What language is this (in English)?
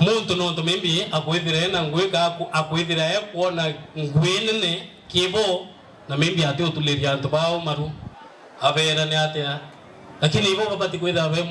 Meru